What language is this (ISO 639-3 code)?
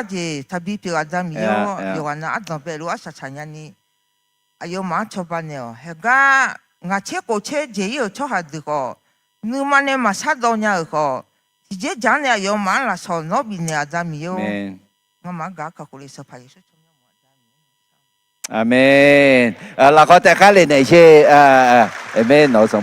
ahk